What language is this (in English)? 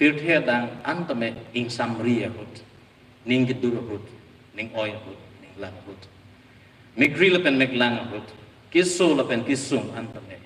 Karbi